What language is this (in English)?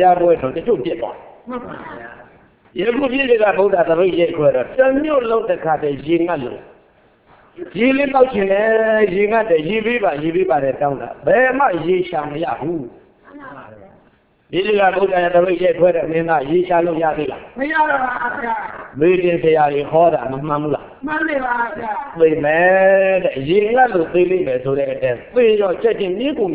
Burmese